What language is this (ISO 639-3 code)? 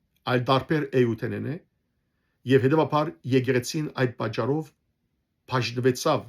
hyw